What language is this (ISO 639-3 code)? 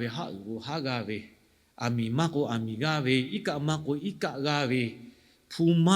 lhu